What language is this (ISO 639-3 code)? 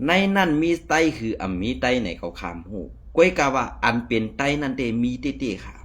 shn